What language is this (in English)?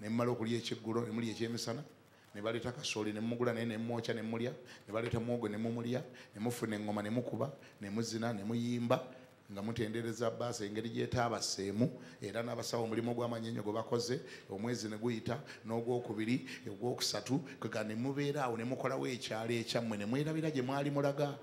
Ganda